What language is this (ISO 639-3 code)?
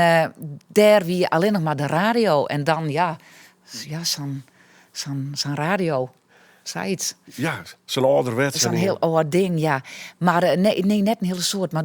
fry